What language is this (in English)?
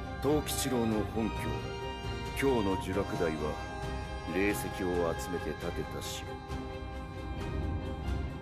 Japanese